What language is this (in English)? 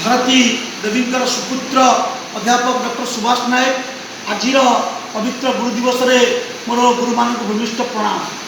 Odia